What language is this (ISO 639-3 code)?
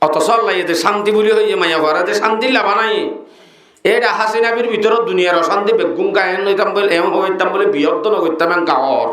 rhg